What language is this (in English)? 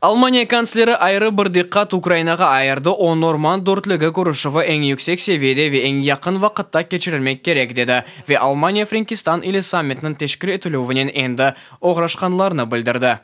Crimean Tatar